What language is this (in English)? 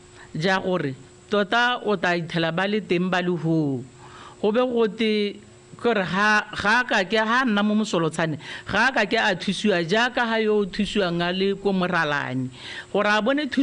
Tswana